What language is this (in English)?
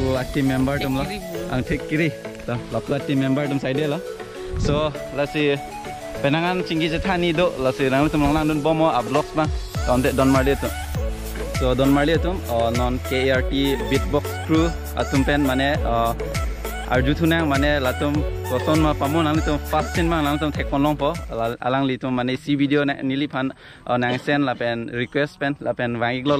Karbi